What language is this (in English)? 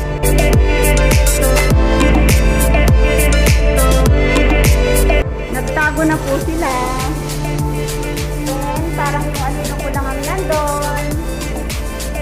Filipino